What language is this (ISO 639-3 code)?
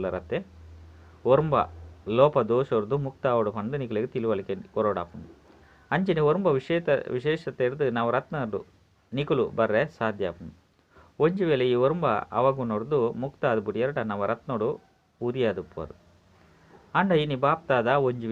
tcy